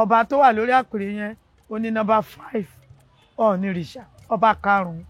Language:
Yoruba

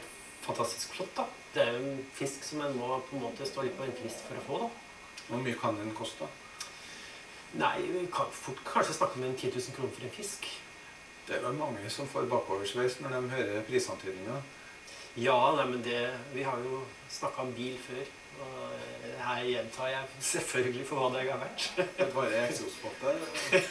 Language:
Norwegian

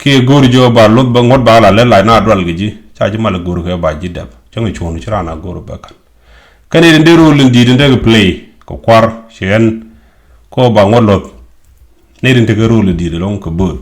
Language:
Nuer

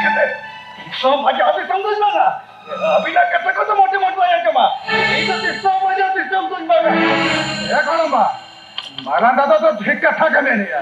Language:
Santali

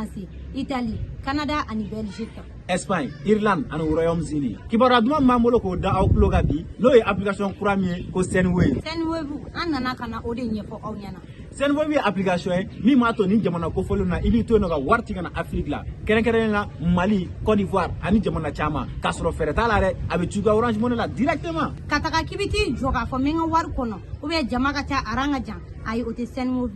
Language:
Bambara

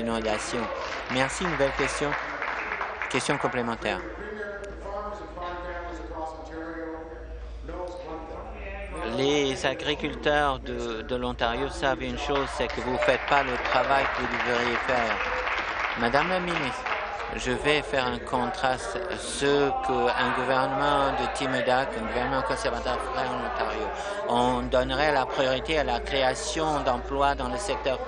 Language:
French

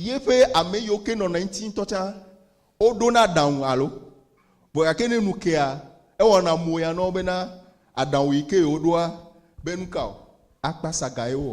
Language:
Ewe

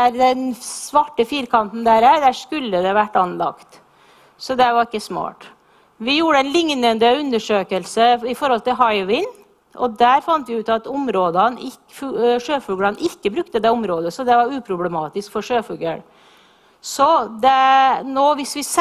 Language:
Norwegian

